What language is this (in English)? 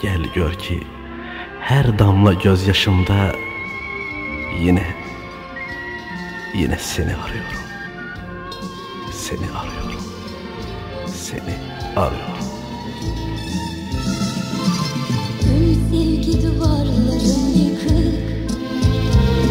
Turkish